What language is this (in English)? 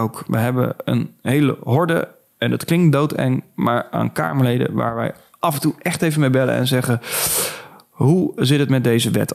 Dutch